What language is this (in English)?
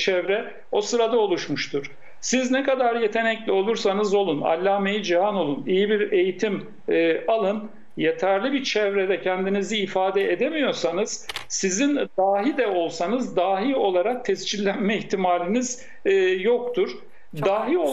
Turkish